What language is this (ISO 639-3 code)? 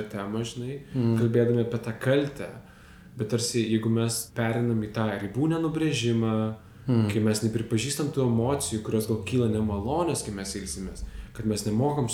lit